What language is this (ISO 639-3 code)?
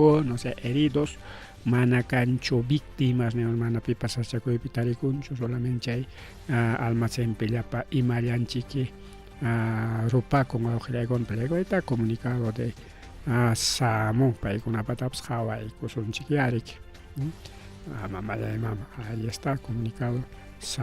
quy